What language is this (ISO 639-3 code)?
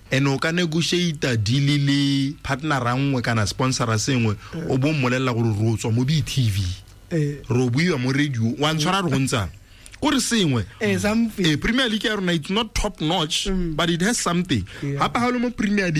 tsn